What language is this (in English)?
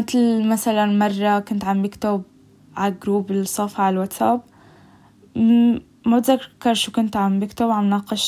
North Levantine Arabic